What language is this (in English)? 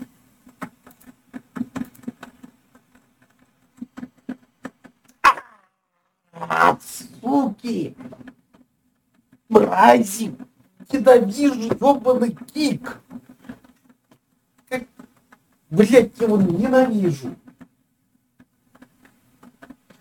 Russian